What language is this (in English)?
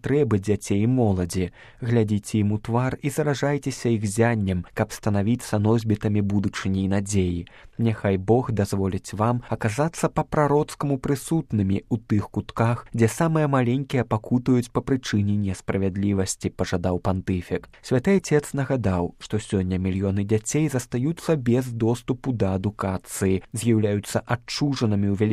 Belarusian